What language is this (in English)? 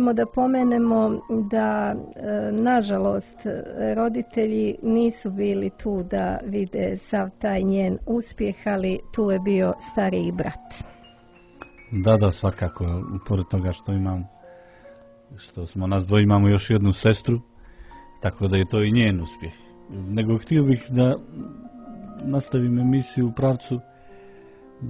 Serbian